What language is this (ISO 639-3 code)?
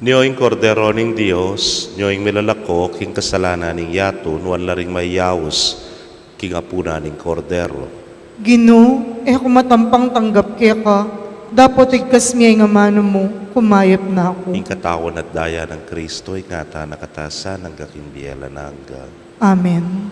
pam